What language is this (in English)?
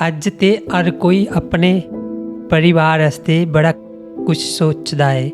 Dogri